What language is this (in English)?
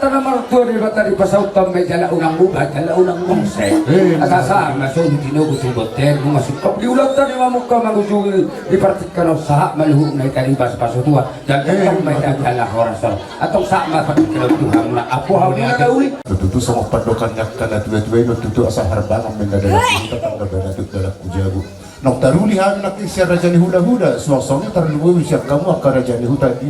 Batak Toba